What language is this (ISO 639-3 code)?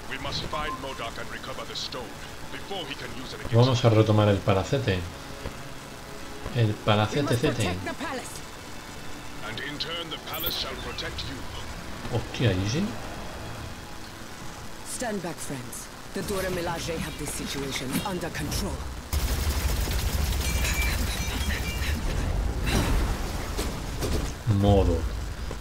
spa